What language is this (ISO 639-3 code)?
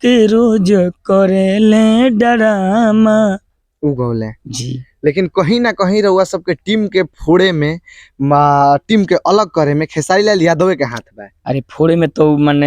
bho